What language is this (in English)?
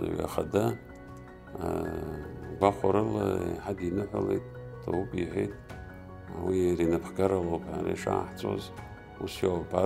Abkhazian